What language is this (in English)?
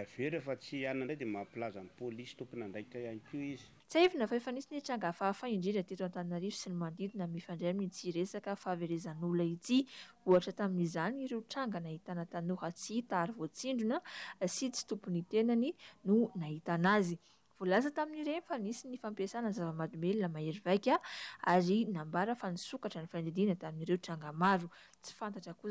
Malagasy